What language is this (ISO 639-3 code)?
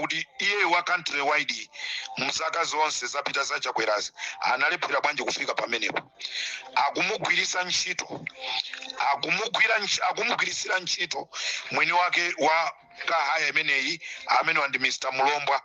nya